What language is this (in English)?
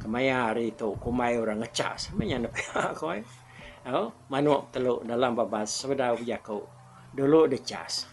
Iban